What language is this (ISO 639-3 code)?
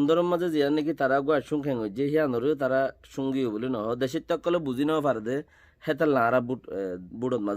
rhg